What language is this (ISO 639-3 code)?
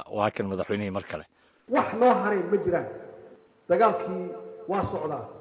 som